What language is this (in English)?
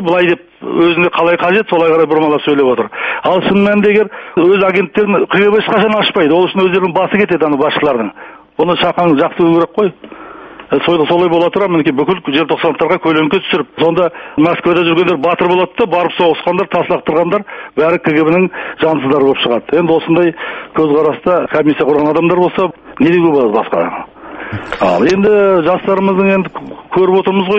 Kazakh